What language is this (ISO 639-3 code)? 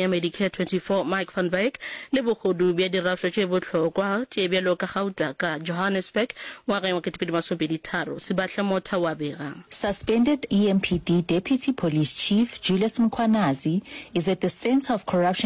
nso